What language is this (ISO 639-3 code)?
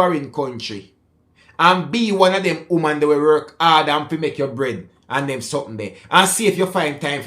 jam